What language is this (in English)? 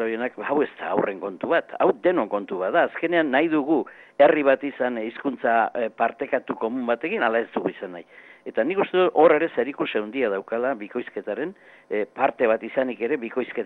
Basque